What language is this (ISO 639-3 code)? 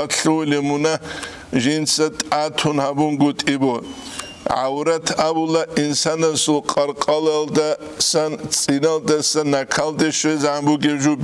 ava